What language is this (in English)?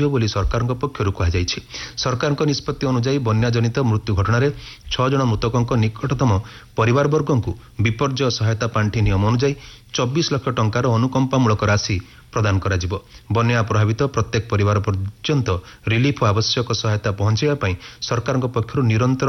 Odia